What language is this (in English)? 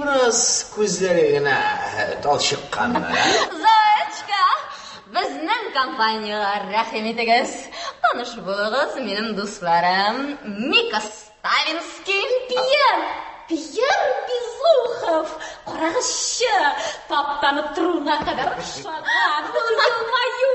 Tatar